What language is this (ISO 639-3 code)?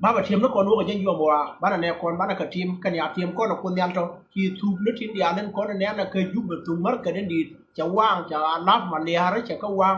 nus